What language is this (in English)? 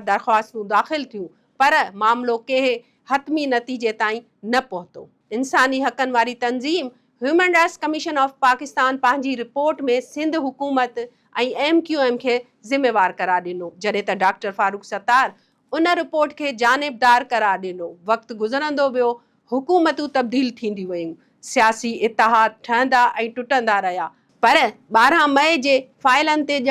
Sindhi